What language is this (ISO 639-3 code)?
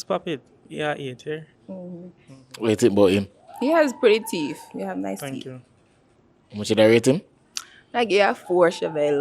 jam